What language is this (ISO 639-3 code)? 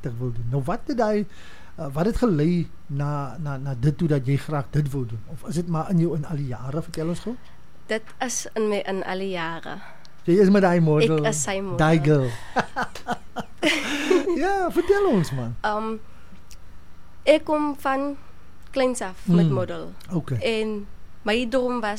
afr